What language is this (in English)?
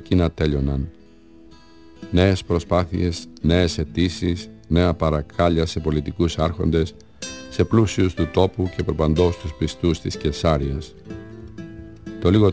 Greek